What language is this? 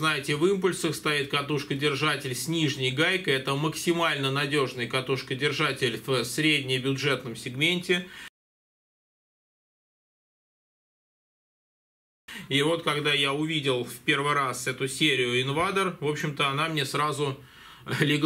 Russian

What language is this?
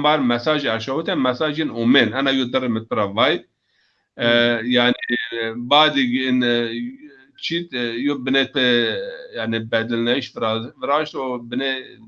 Zaza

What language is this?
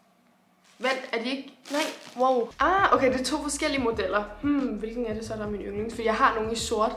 Danish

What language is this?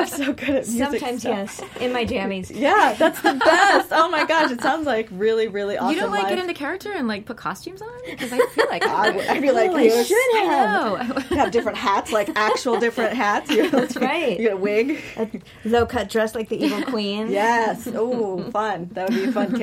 English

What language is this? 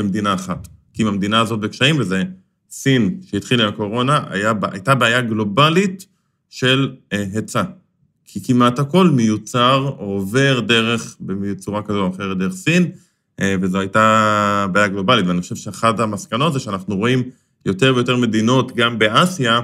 Hebrew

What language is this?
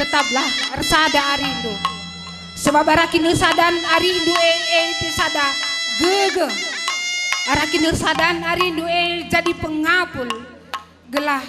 Batak Karo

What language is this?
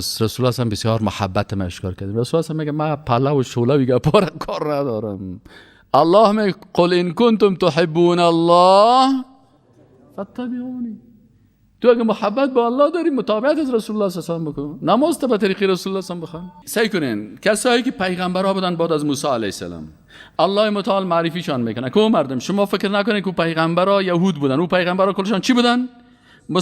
Persian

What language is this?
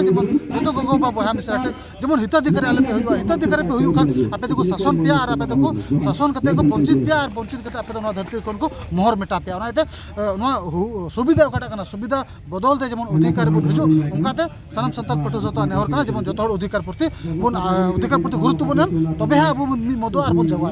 Santali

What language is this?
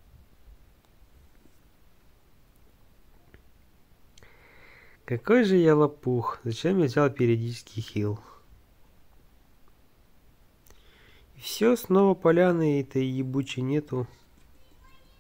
Russian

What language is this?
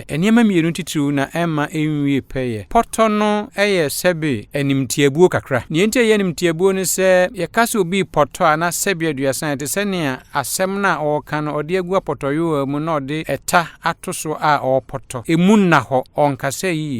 Akan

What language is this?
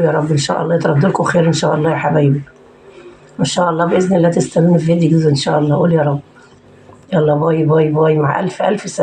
Egyptian Arabic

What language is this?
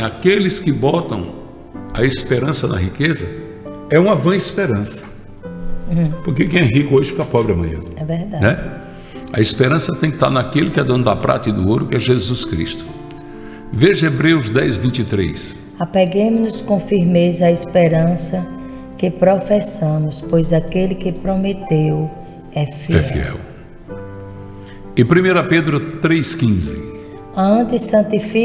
Portuguese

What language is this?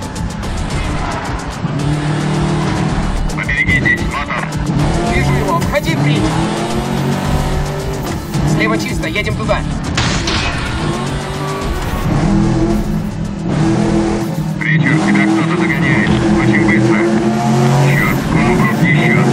Russian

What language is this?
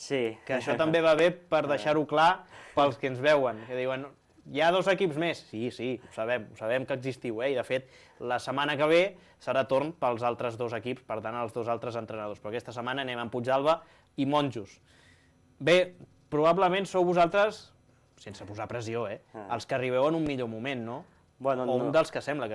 Catalan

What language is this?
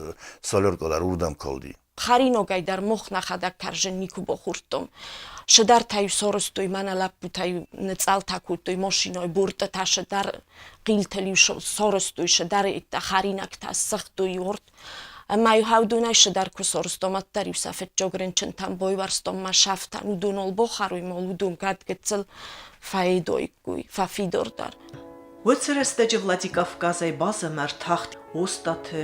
Ossetic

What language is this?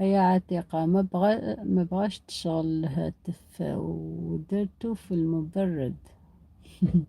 Algerian Arabic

